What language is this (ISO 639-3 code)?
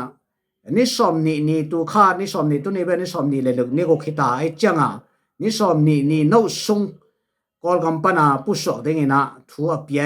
ctd